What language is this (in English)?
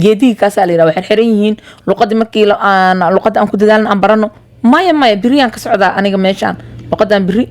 Somali